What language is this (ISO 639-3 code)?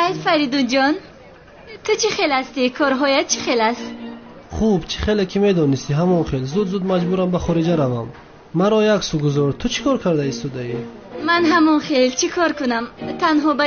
tgk